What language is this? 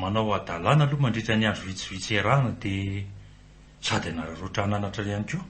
Malagasy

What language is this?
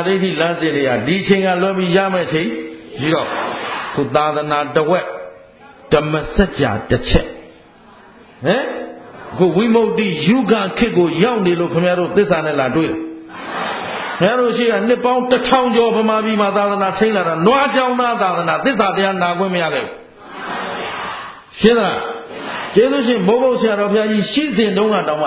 Burmese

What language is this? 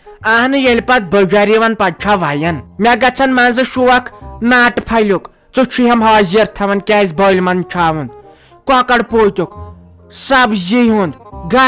Kashmiri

